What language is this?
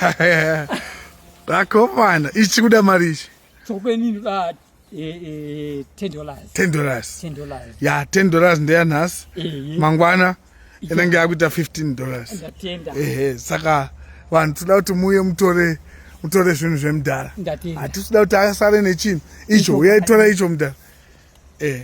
Shona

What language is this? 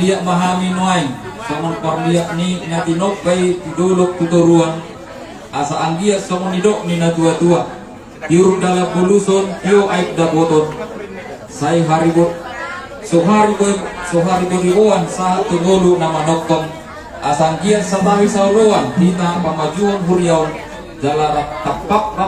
Batak Toba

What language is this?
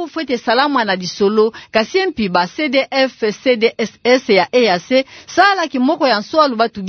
Kituba (Democratic Republic of Congo)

